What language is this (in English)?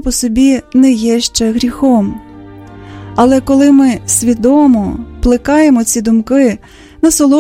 Ukrainian